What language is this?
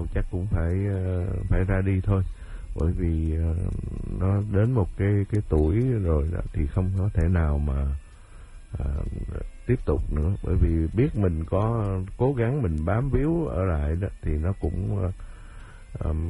Vietnamese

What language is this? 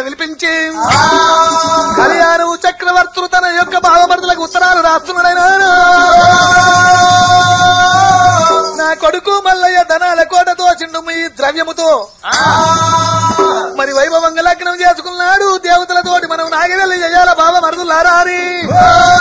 Telugu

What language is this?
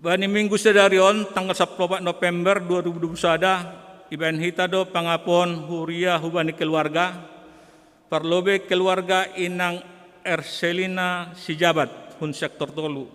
Batak Simalungun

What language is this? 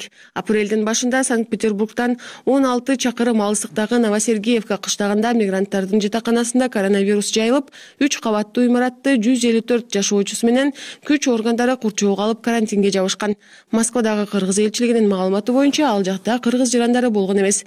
Kyrgyz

